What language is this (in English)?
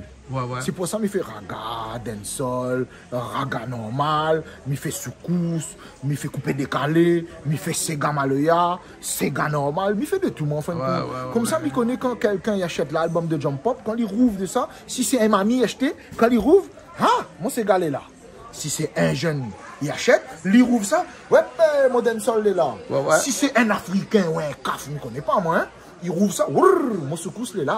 Réunion Creole French